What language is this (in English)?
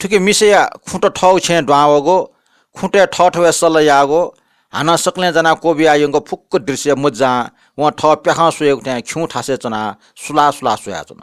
Newari